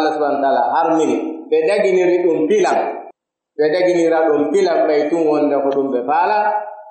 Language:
Pular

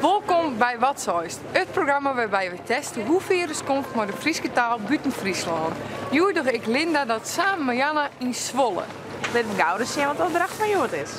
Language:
Western Frisian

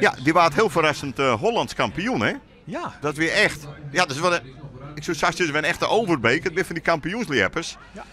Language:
Western Frisian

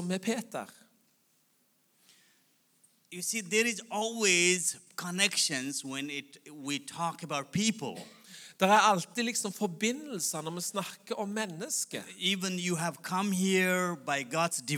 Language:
Norwegian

